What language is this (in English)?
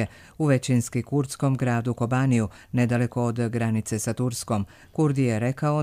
Croatian